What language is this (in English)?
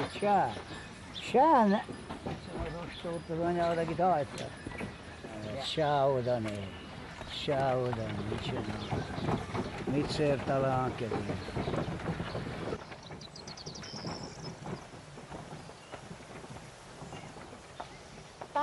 Hungarian